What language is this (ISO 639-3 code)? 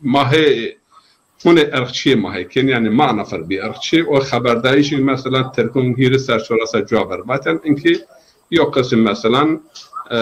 zza